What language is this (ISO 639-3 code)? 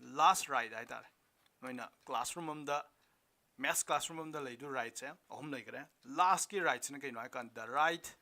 mni